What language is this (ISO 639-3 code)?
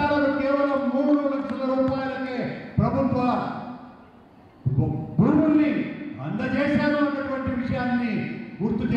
tel